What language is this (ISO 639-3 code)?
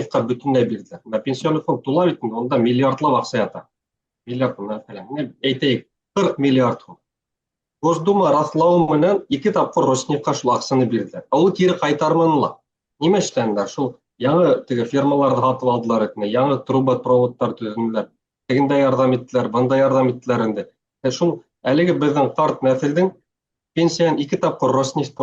bak